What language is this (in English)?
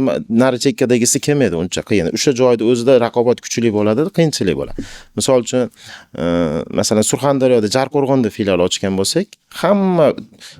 Uzbek